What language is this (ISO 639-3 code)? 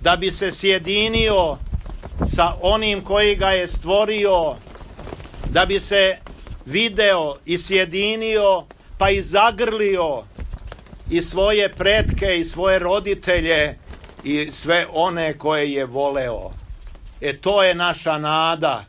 srp